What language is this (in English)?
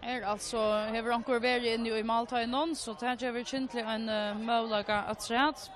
Faroese